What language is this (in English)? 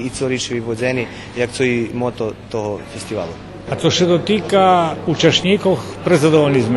Rusyn